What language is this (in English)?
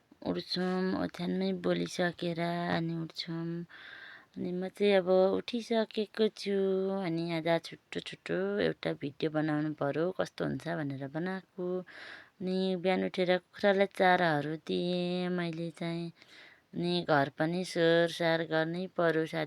Nepali